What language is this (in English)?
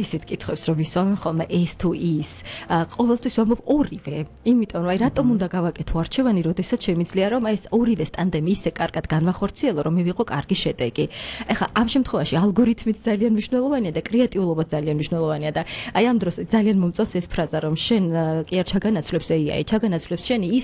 Georgian